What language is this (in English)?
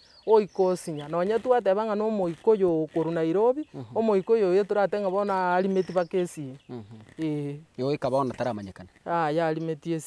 Gusii